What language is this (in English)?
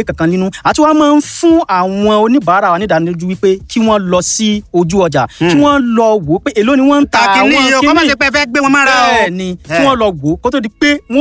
Yoruba